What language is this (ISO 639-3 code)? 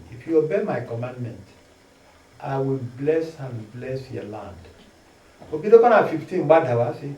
ibo